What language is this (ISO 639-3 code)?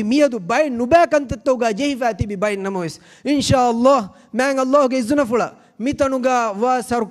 div